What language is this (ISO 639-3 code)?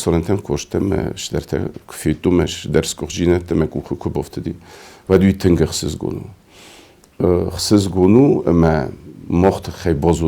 oss